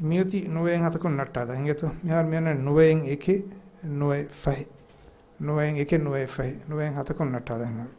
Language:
Divehi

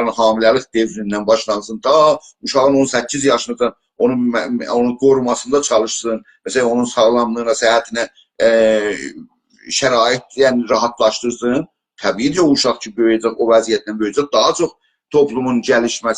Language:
South Azerbaijani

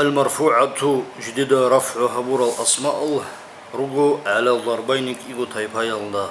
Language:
Avaric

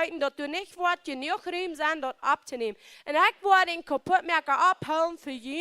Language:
Plautdietsch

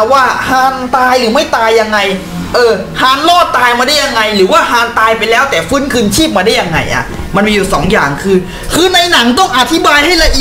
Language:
Thai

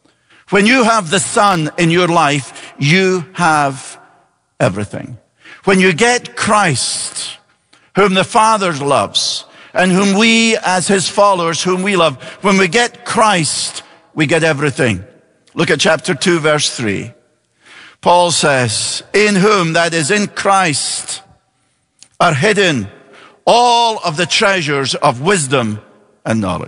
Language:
English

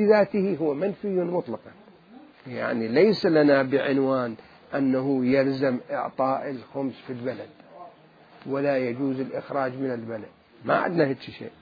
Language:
Mesopotamian Arabic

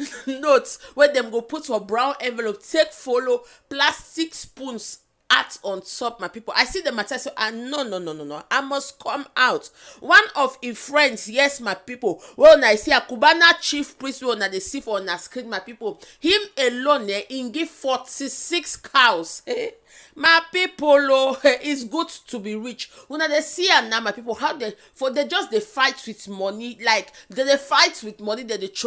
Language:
Nigerian Pidgin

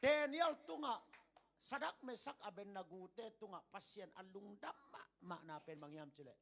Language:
Tedim Chin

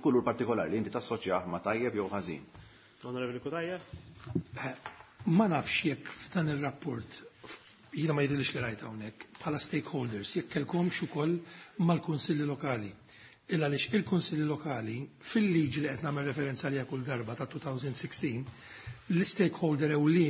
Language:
Maltese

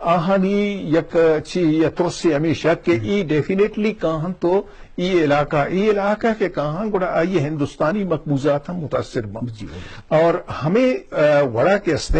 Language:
Eastern Balochi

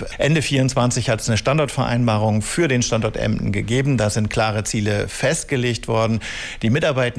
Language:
German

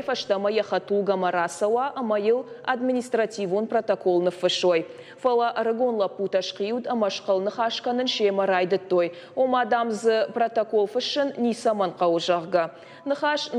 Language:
Ossetic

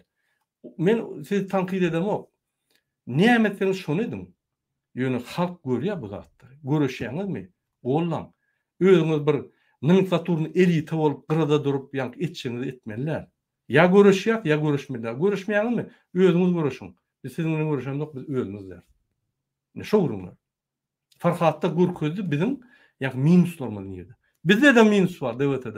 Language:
Turkmen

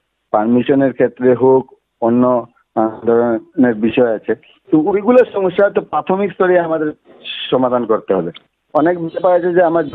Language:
Bangla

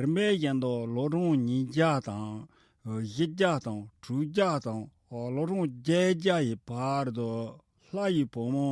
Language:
Tibetan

